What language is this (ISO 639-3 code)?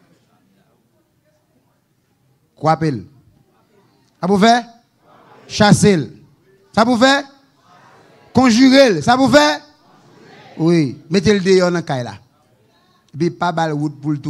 hat